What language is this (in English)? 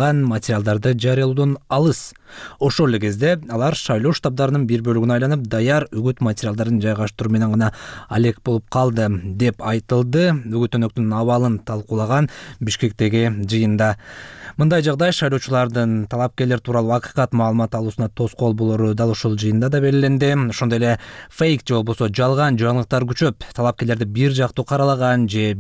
Kyrgyz